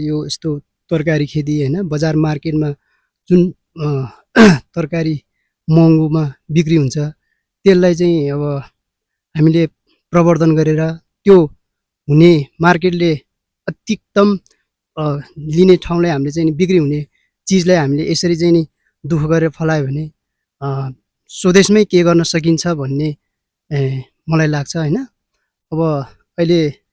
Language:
Nepali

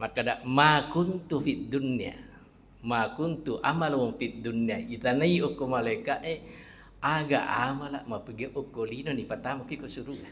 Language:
Buginese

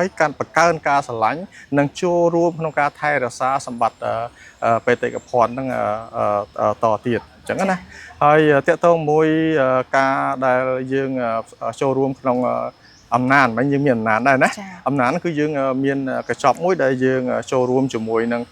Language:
Khmer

